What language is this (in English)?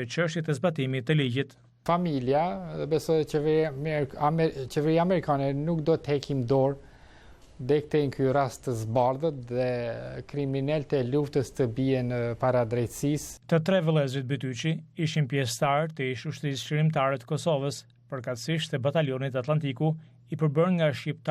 Albanian